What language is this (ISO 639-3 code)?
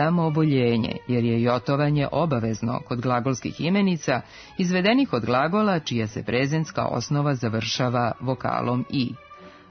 srp